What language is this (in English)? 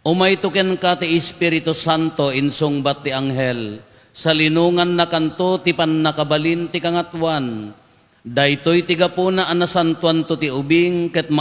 Iloko